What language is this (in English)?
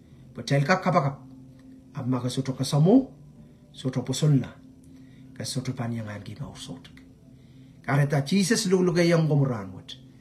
Pohnpeian